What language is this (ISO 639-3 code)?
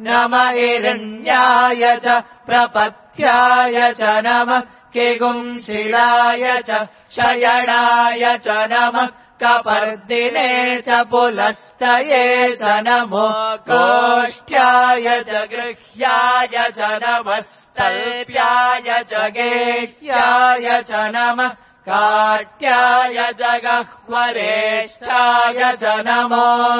san